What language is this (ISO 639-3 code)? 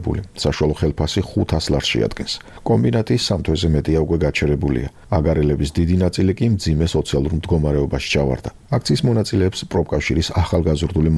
kat